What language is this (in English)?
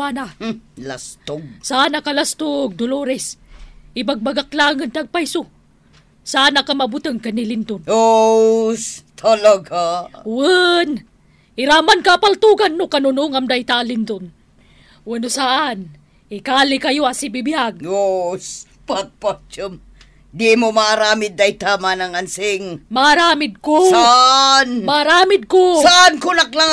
Iloko